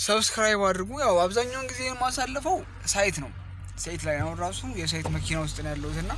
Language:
Amharic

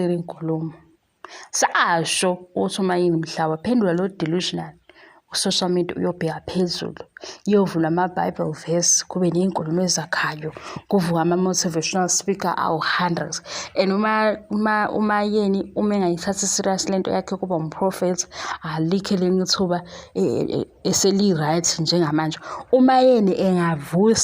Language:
Zulu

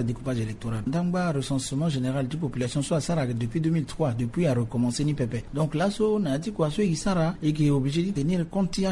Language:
Sango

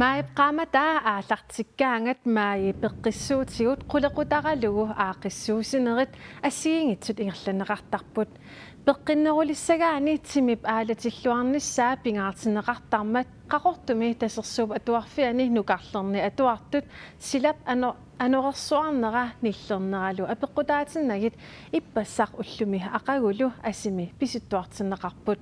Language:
Kalaallisut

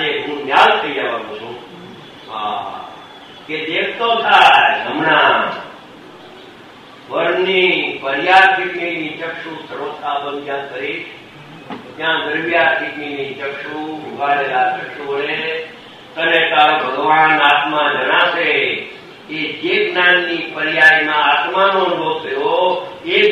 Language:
Gujarati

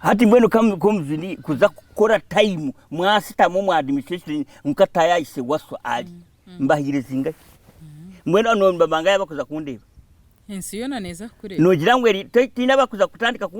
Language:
Nyankole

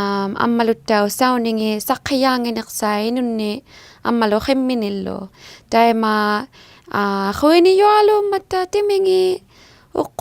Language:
Inuktitut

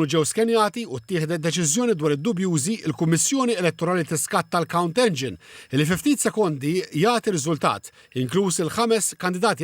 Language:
Maltese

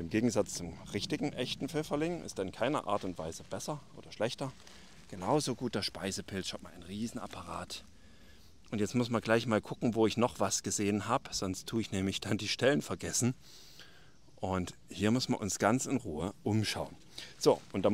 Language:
German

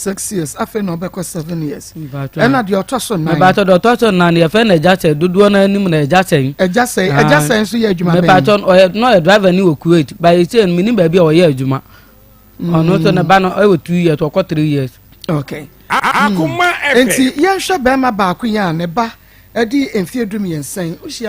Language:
Akan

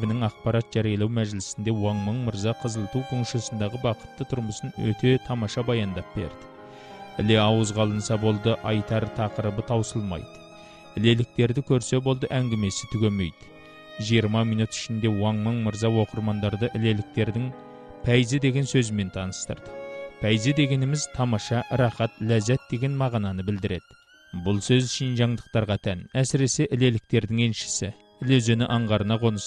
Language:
Kazakh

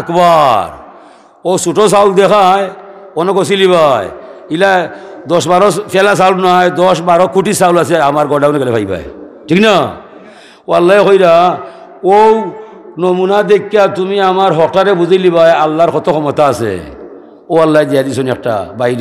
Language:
Sylheti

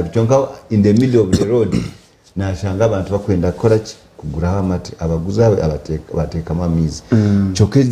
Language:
Nyankole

